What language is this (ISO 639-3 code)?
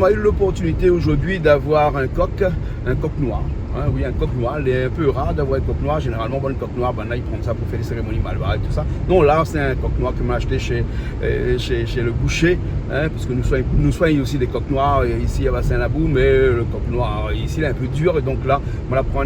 rcf